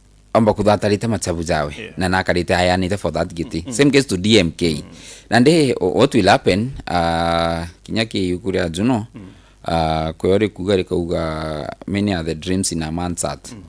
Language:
Meru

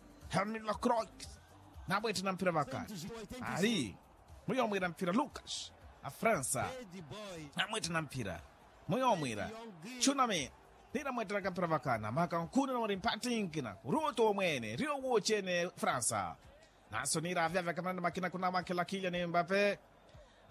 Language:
Makhuwa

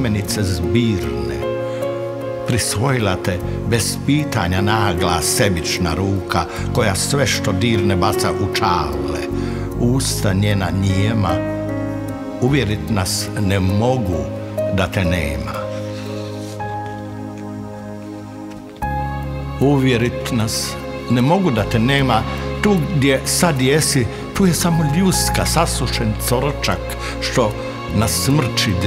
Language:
Croatian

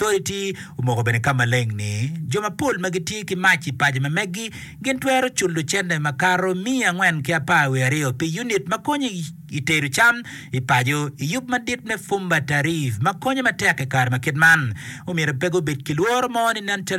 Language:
Acoli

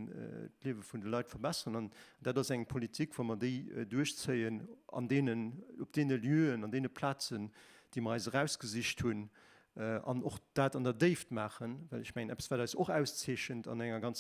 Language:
Luxembourgish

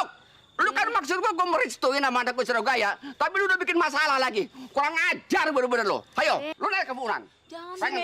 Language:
Betawi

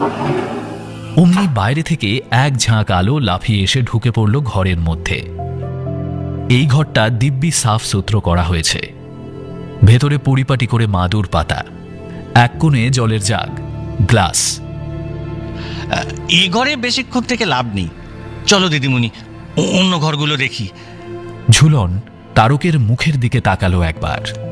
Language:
Bangla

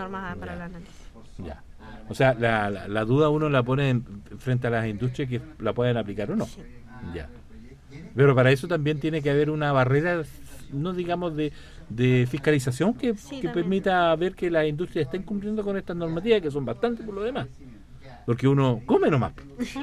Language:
Spanish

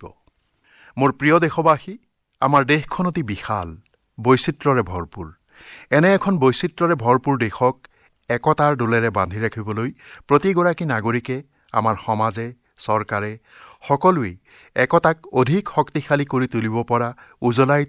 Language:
Assamese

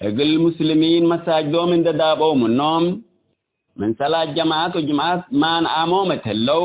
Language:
Tigre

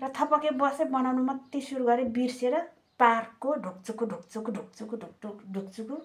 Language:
Nepali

